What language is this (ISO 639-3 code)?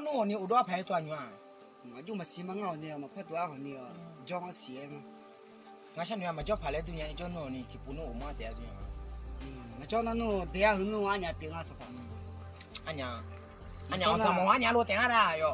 ahk